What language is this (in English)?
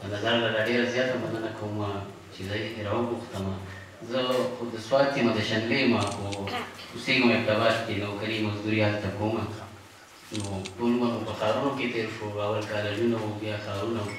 Pashto